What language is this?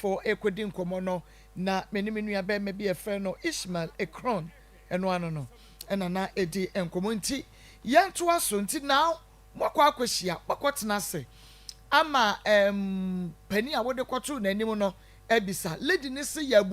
Akan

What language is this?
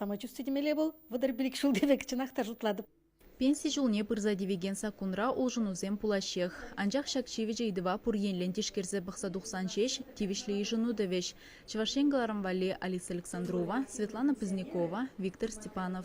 Chuvash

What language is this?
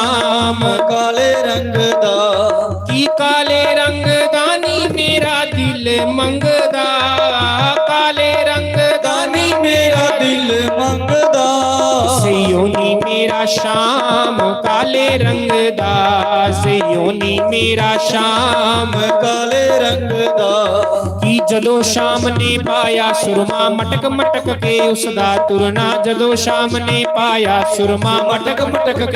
Dogri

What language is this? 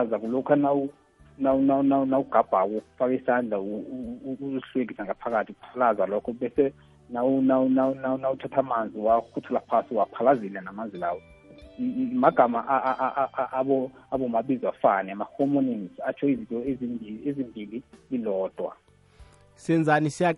South Ndebele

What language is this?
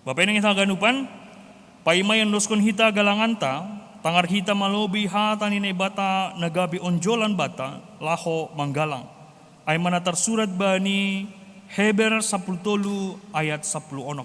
Batak Simalungun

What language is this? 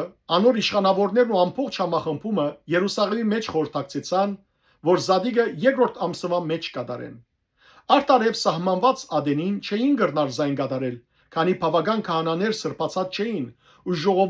Western Armenian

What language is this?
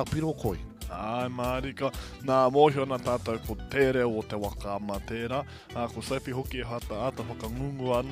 Māori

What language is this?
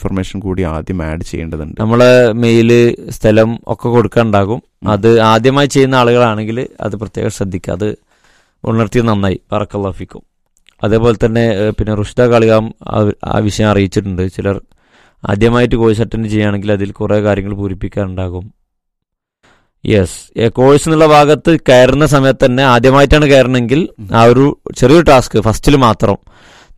Malayalam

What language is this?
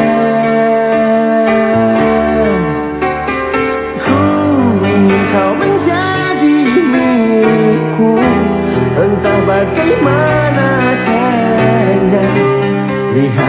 Indonesian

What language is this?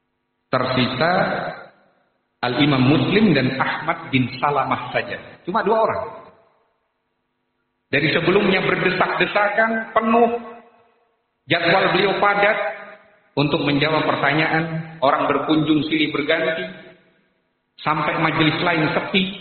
Indonesian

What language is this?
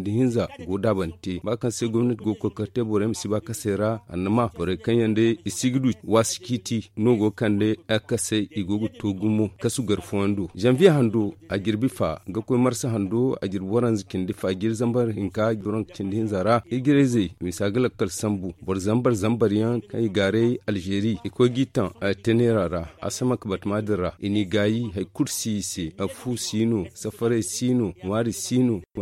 Zarma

